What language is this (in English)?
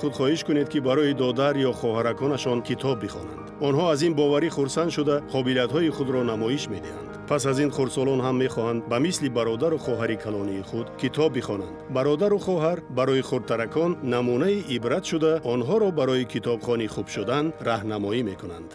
Tajik